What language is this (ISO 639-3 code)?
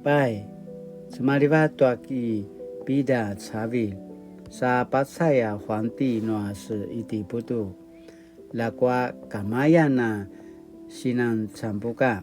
pwn